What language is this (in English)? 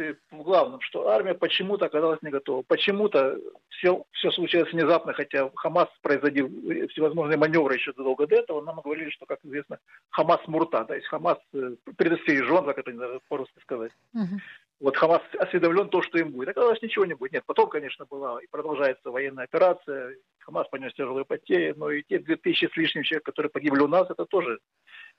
Russian